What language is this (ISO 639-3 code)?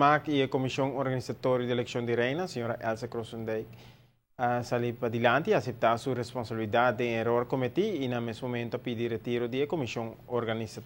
pap